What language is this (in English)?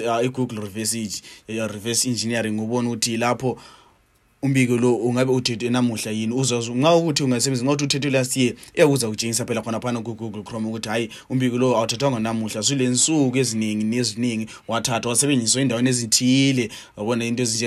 North Ndebele